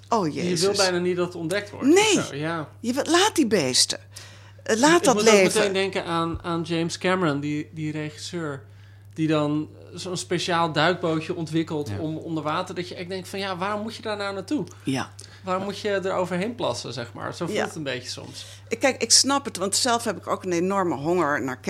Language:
Dutch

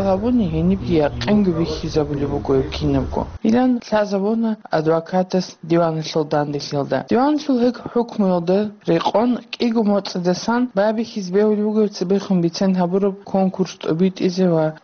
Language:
Avaric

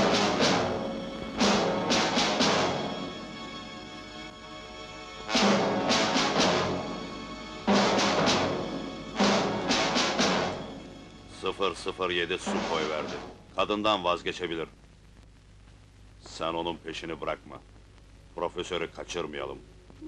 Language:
Turkish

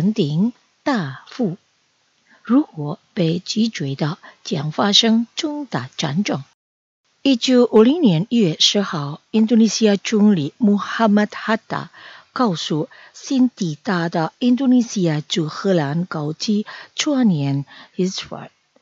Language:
Chinese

